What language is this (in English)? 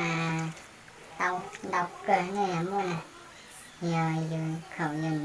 Hmong